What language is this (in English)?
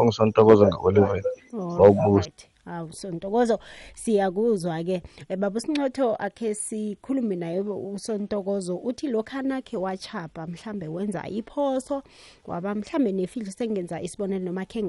South Ndebele